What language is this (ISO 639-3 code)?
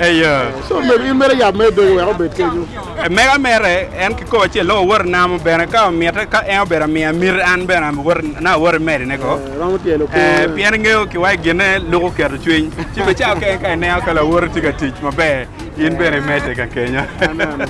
ach